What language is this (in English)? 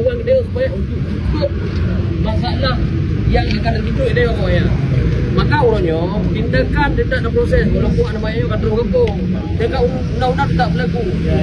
Achinese